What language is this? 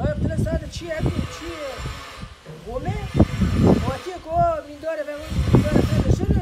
Kurdish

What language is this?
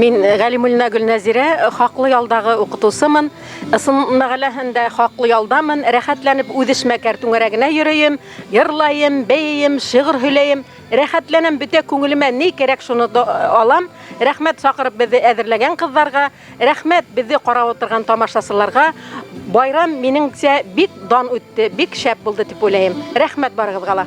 Bashkir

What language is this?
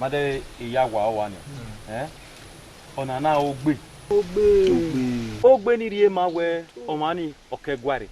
Bini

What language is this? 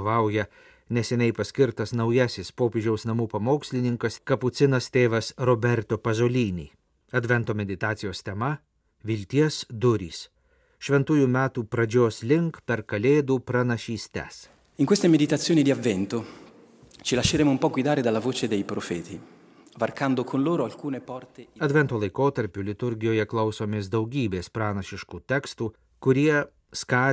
Lithuanian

